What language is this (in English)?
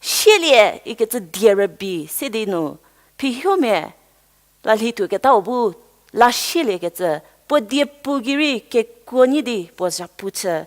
Angami Naga